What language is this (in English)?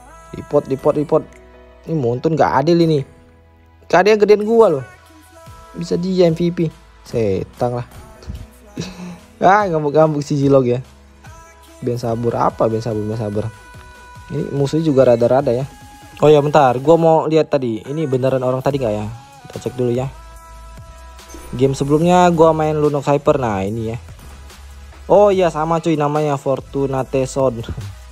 Indonesian